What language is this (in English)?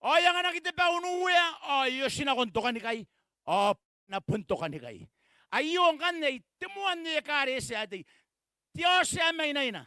Gilbertese